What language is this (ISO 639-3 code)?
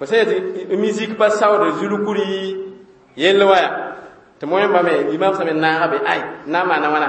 mos